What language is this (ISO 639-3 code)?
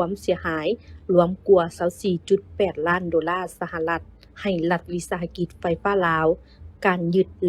lao